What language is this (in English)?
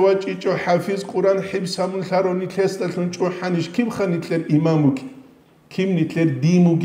Avaric